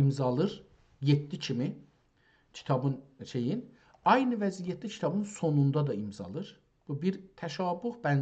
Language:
South Azerbaijani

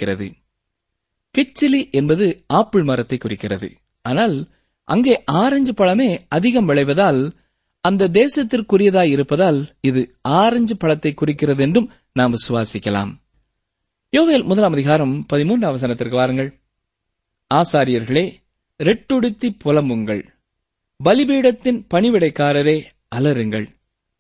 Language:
Tamil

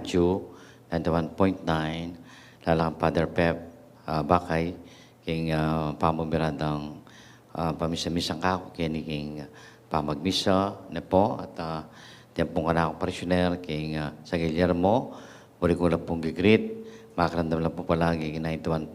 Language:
Pampanga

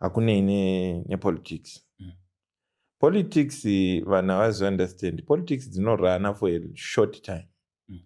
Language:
Shona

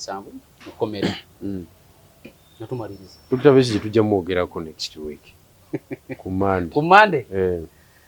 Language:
Ganda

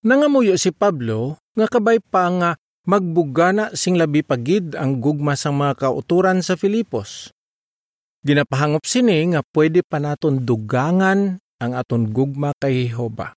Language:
Hiligaynon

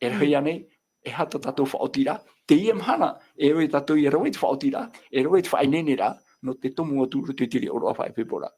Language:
Tahitian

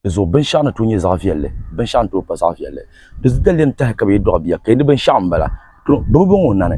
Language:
Dagbani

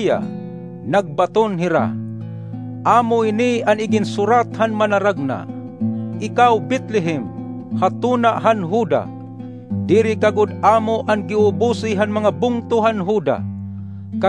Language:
Waray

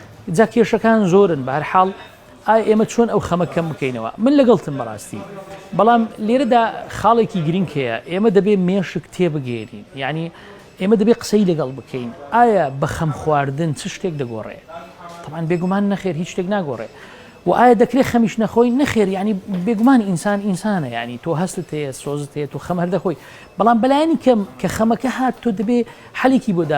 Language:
Central Kurdish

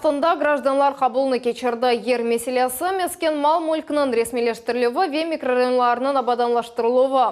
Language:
Crimean Tatar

